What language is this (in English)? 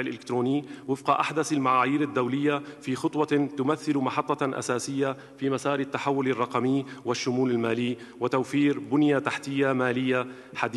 Arabic